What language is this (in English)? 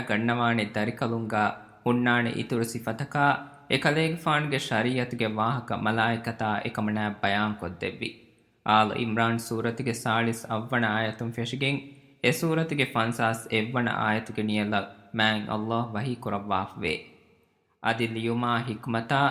Divehi